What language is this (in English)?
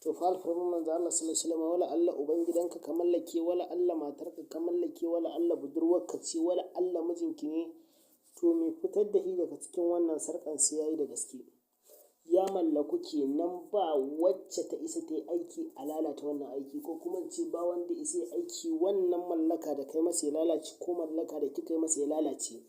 Hausa